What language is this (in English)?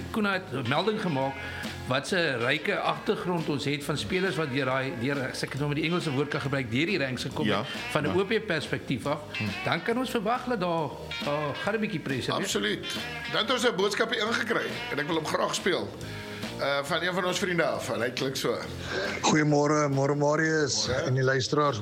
Afrikaans